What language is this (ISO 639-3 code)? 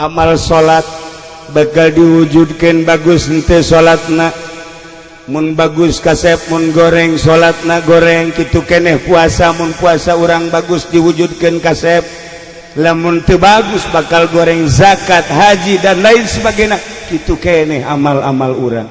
sun